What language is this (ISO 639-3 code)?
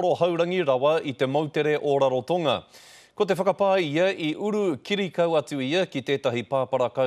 mri